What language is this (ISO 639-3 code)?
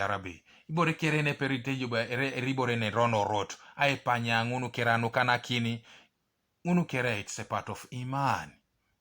teo